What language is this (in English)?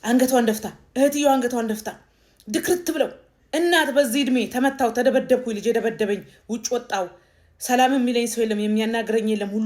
Amharic